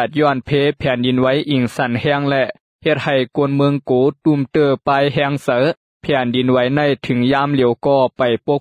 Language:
Lao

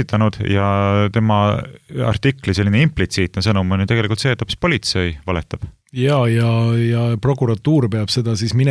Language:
Estonian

